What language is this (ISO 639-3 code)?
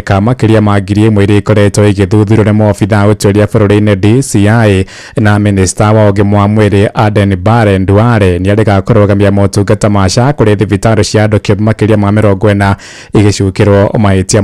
kik